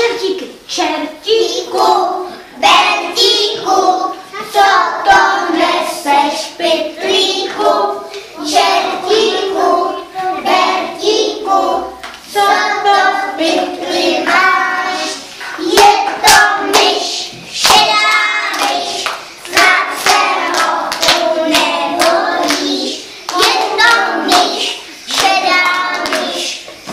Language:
Czech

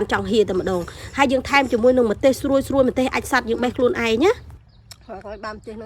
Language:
Khmer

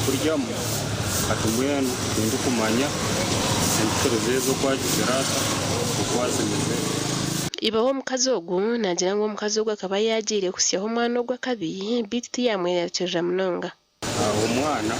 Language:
Nyankole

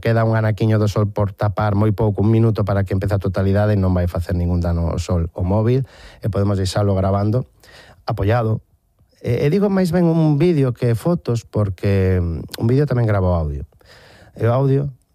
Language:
Galician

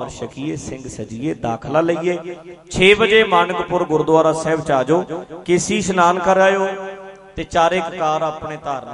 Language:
Punjabi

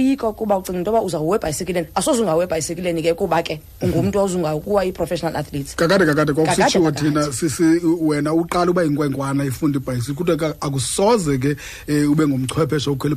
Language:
Xhosa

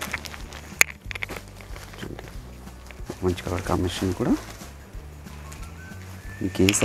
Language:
Telugu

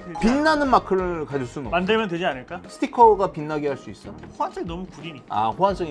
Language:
Korean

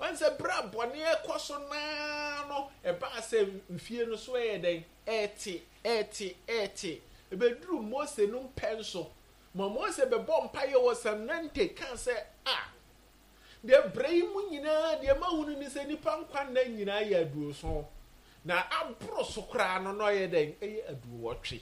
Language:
Akan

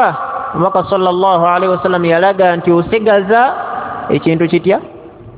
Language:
Ganda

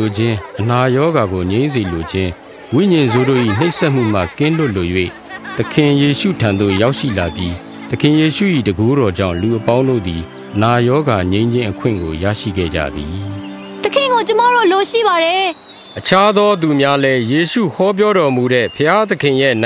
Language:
Burmese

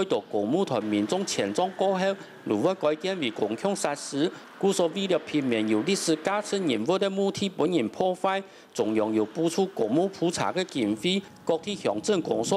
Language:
Hakka Chinese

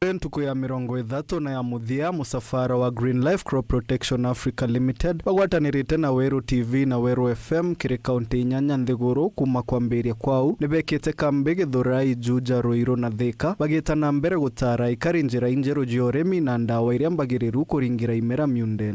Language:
Meru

